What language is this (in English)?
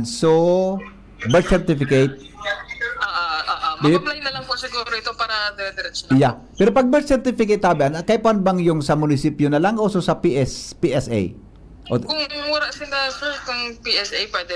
Bikol